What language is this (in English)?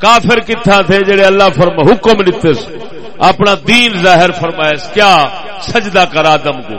Saraiki